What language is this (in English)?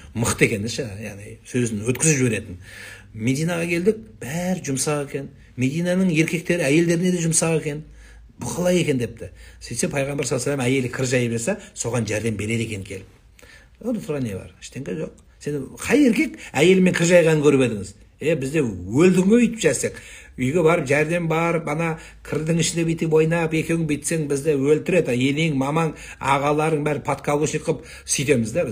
Kazakh